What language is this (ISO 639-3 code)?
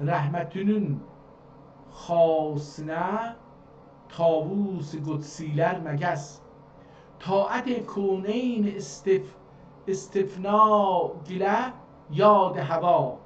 azb